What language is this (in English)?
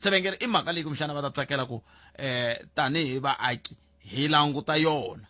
Tsonga